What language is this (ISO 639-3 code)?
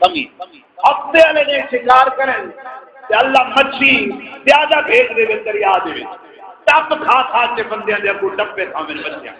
skr